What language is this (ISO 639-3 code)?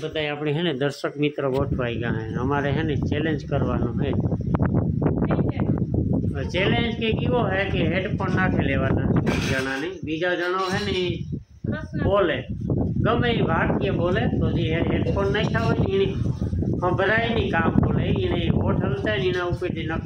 guj